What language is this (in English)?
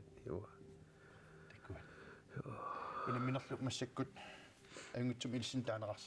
Kalaallisut